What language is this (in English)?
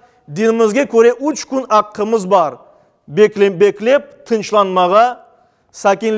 Crimean Tatar